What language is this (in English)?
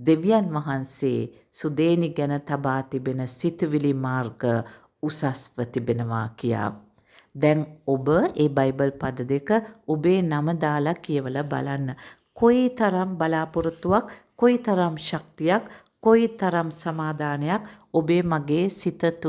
Sinhala